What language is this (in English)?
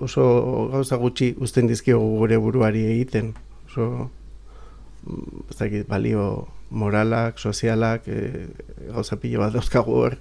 Basque